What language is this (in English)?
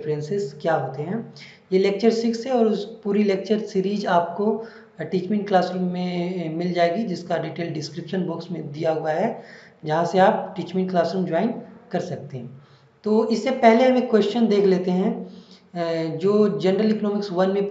Hindi